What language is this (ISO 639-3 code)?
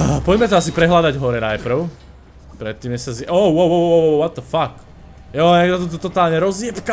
slk